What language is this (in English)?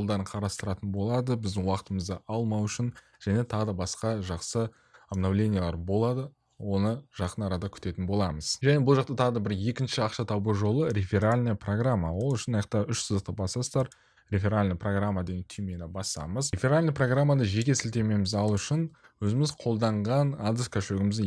Kazakh